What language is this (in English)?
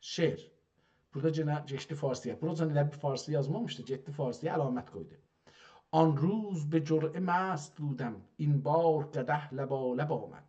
South Azerbaijani